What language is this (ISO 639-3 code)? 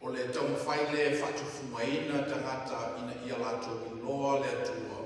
smo